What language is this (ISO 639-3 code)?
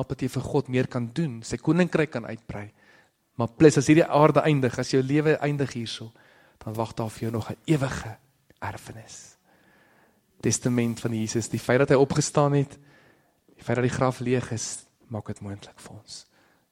afr